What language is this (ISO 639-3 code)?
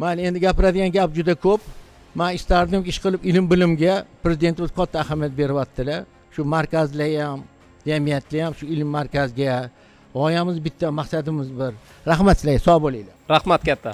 uzb